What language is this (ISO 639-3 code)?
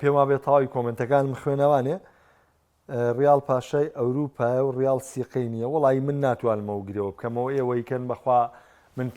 ckb